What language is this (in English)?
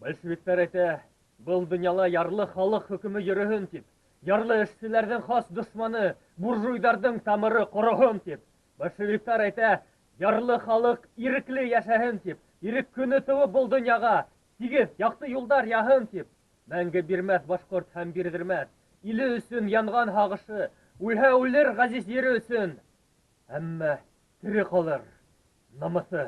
Bashkir